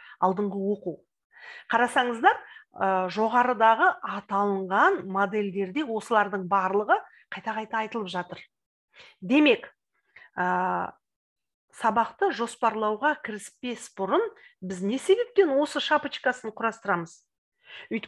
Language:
Kazakh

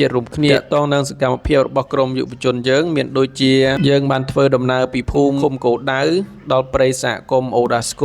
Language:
Khmer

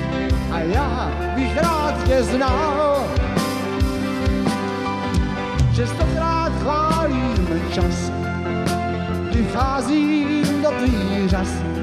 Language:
Czech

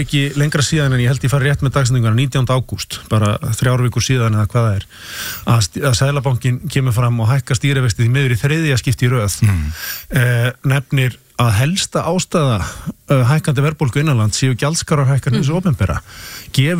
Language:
Icelandic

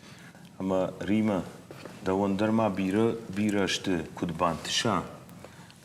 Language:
Ossetic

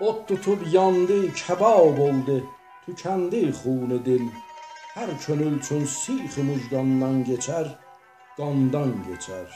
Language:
South Azerbaijani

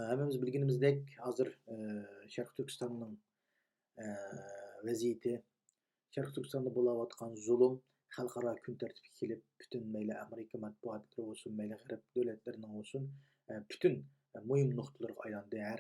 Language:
Uyghur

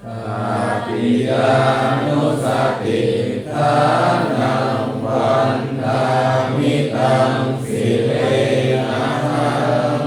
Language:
Pali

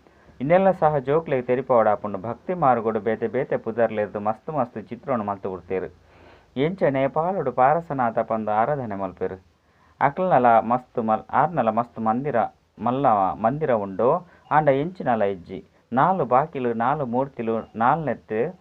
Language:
Tulu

